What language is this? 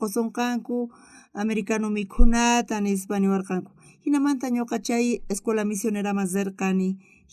South Bolivian Quechua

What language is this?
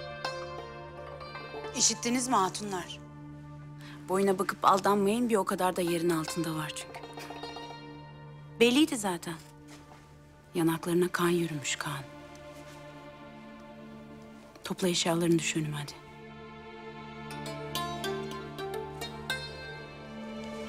Turkish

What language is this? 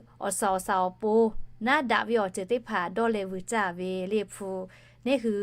Lahu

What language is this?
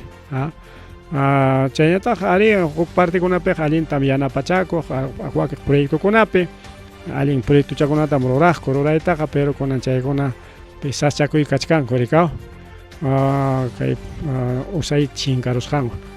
Ayacucho Quechua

